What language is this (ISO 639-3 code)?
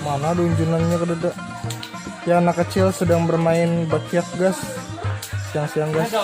bjn